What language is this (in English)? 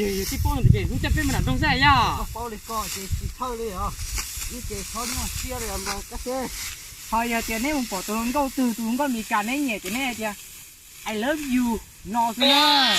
Hmong